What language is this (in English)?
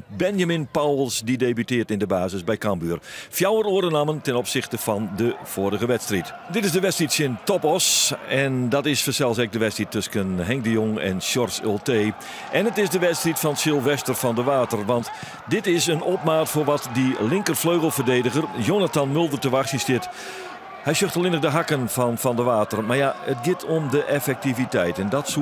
Western Frisian